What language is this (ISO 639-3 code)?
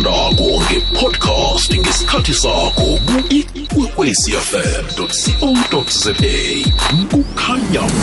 nbl